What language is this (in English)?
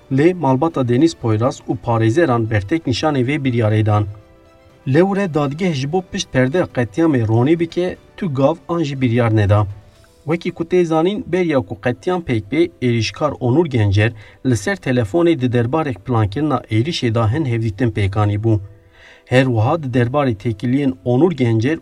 Kurdish